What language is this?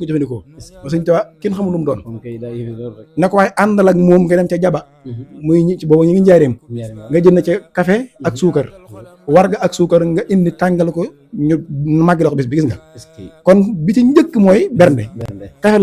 Wolof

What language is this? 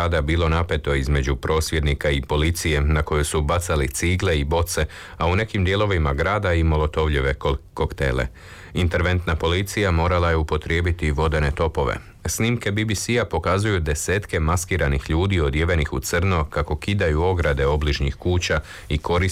Croatian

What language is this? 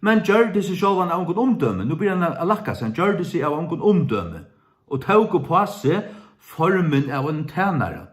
Faroese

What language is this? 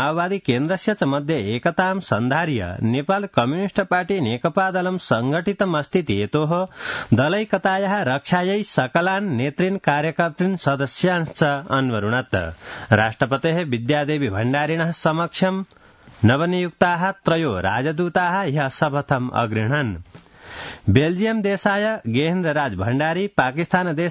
Sanskrit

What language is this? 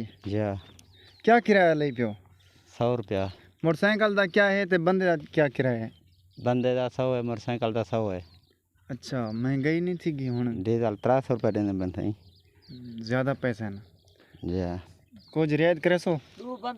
Saraiki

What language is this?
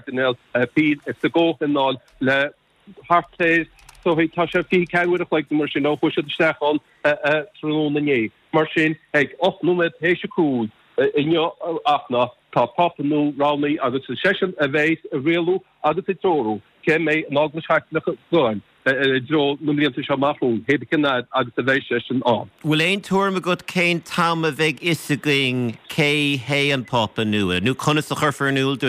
Irish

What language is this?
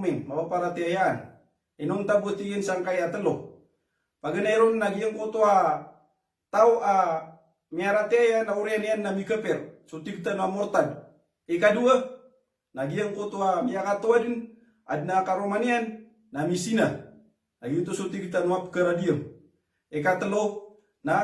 Maranao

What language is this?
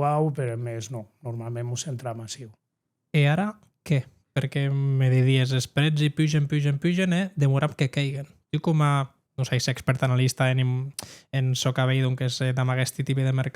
Occitan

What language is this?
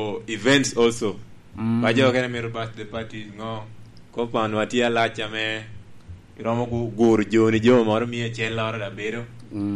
Lango (Uganda)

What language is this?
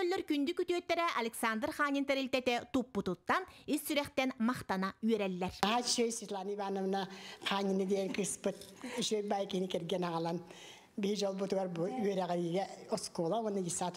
Yakut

